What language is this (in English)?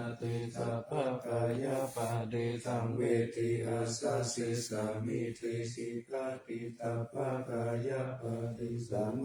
Pali